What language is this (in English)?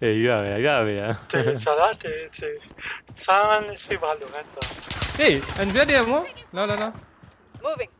Morisyen